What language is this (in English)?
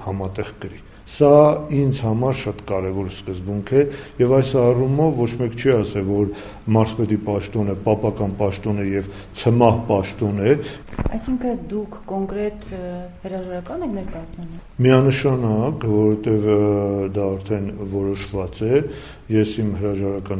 Armenian